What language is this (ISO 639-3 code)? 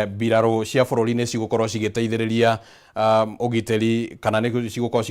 kik